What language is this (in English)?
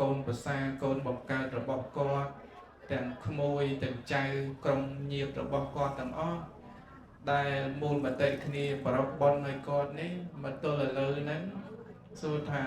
Khmer